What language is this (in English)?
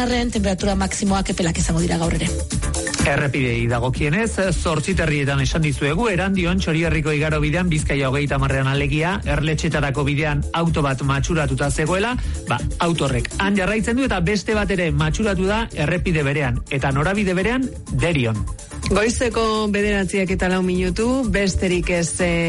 Basque